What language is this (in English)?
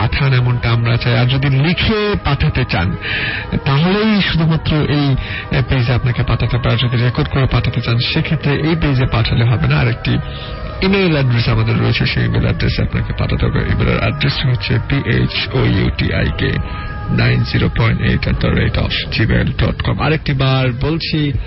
Bangla